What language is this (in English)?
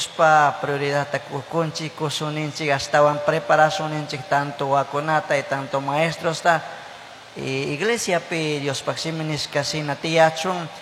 Chimborazo Highland Quichua